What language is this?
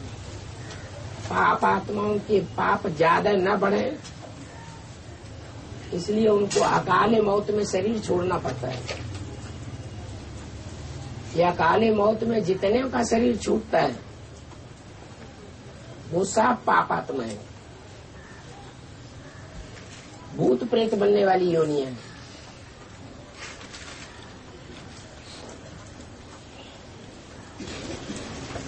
Hindi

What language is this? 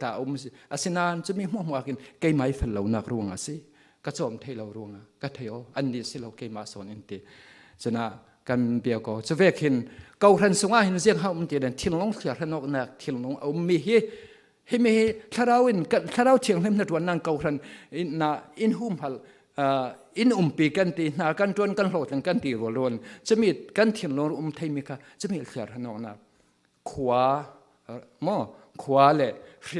Falam Chin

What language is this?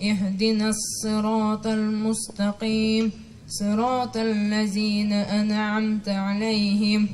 Tatar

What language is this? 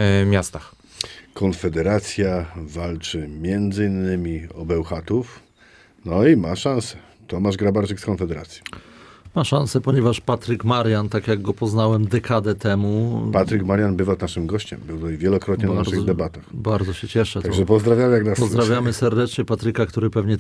Polish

